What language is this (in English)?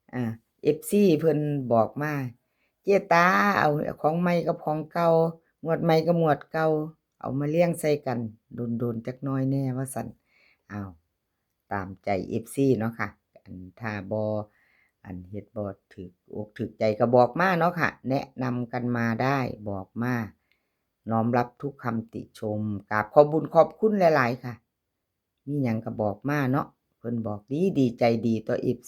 Northeastern Thai